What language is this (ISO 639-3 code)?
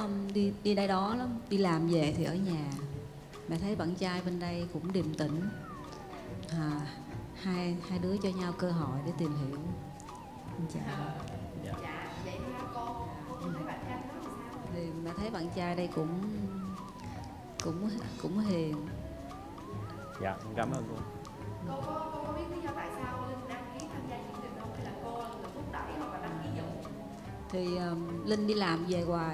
vie